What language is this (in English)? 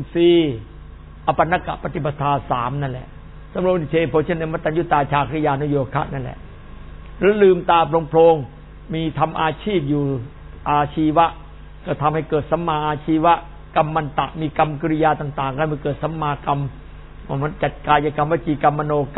Thai